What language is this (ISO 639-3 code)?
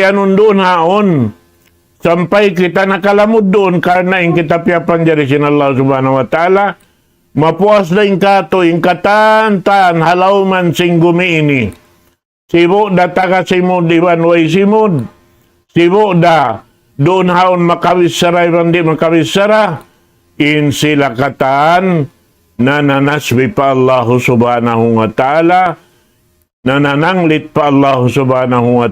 tsg